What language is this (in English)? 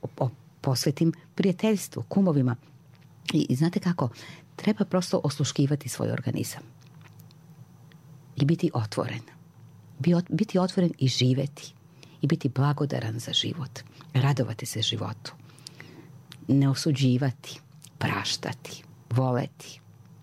Serbian